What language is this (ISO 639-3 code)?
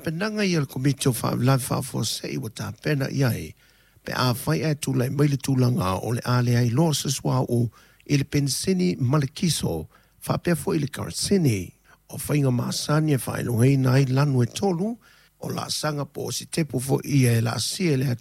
smo